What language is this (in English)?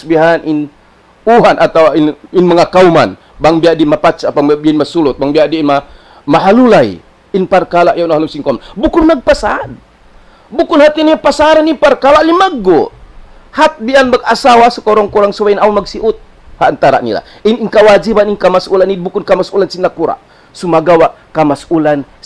Tausug